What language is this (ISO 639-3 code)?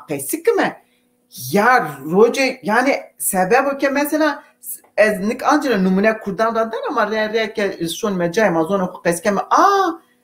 zza